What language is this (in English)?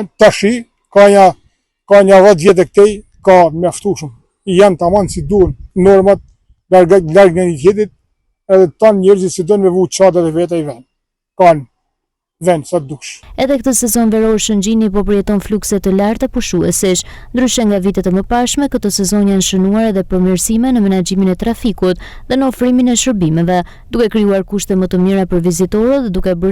Albanian